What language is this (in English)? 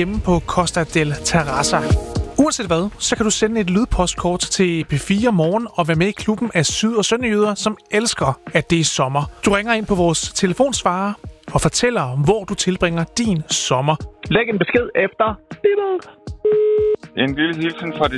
Danish